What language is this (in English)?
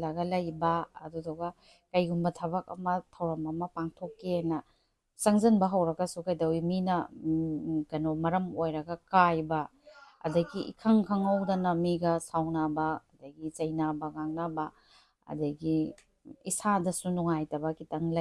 Manipuri